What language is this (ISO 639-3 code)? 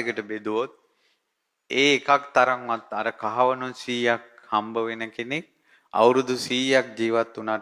sin